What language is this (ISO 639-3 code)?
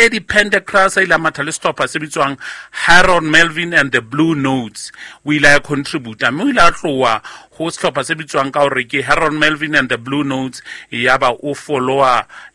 sot